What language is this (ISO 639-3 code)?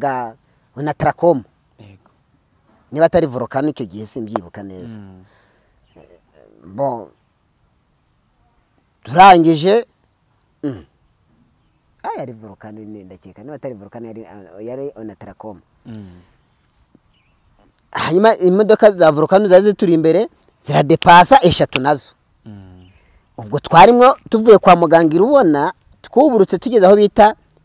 kin